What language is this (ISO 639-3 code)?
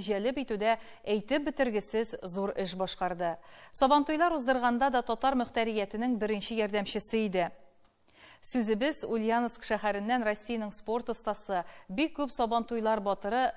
tat